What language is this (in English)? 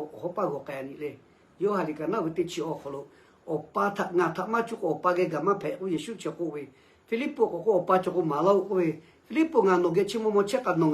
Lahu